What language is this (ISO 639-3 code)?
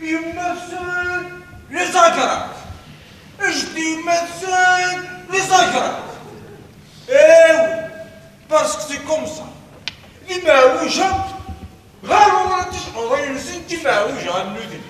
kab